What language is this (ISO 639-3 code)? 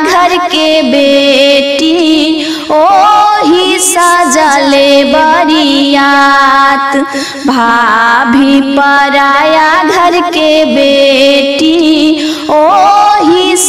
bho